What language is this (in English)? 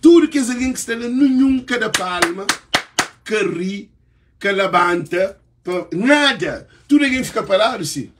Kabuverdianu